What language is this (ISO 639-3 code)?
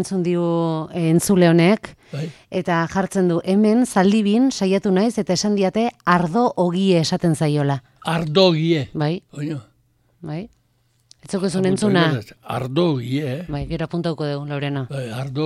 eus